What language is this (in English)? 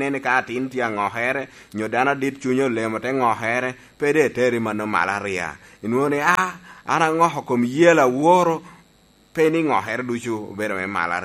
Lango (Uganda)